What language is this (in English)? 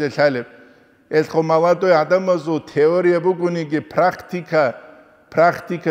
Avaric